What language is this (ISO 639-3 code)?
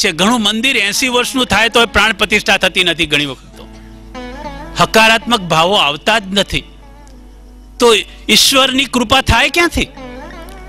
guj